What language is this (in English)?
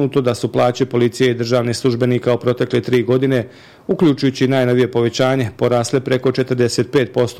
Bosnian